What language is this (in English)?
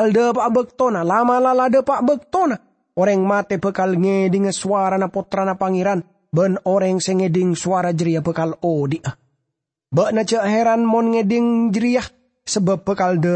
Madurese